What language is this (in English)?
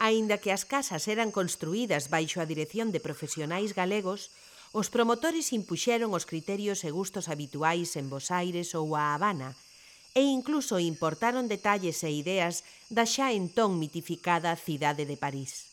Galician